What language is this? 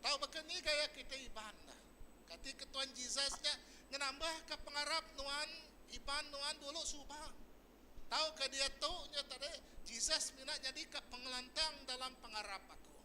Iban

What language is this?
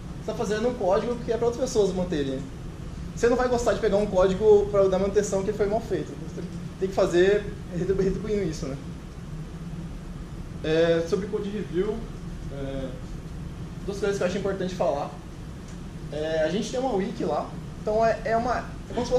Portuguese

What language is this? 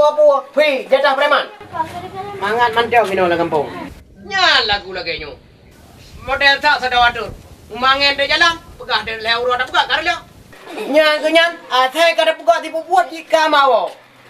Achinese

